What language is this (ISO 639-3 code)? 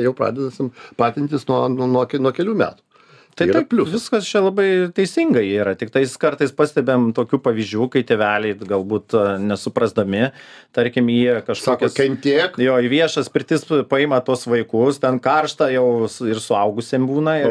lit